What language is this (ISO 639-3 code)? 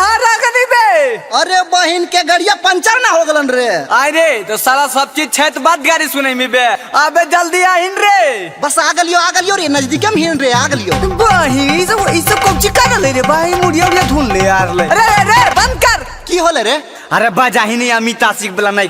mag